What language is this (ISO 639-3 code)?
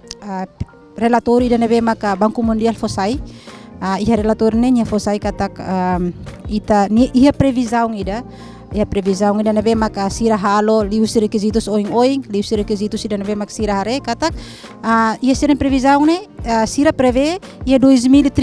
tet